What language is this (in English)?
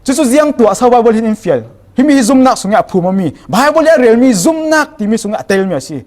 Falam Chin